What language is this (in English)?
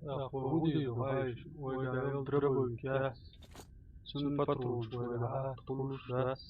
Chechen